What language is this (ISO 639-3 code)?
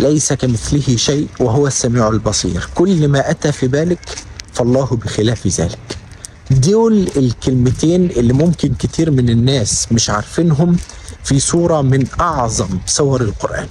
arz